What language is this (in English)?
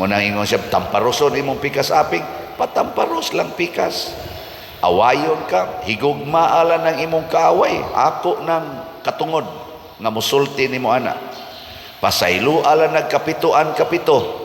Cebuano